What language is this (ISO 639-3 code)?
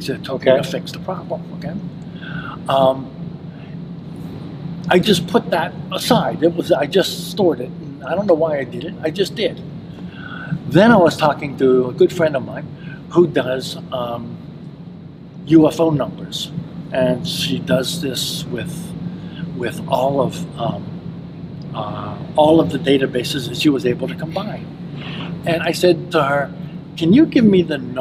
eng